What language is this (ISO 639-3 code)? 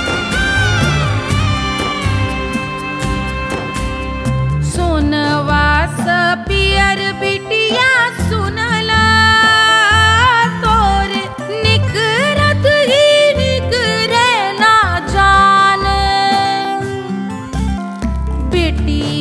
bho